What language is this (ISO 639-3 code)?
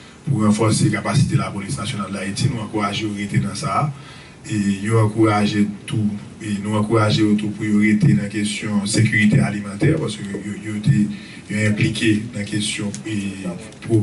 hat